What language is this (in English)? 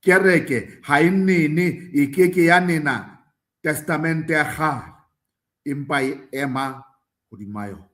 Southern Sotho